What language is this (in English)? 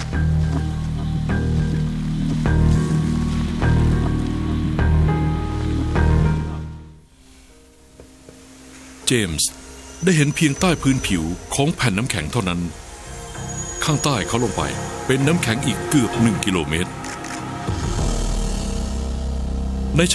Thai